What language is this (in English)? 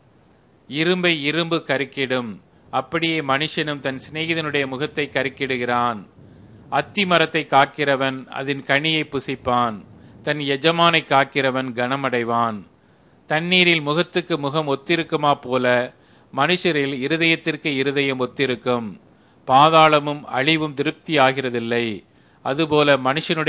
Tamil